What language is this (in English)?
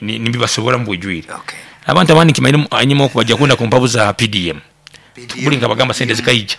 Nyankole